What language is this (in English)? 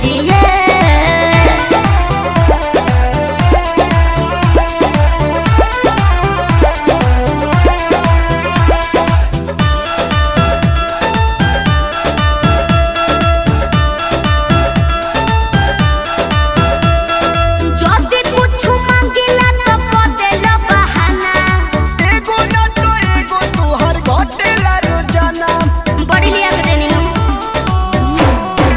Bhojpuri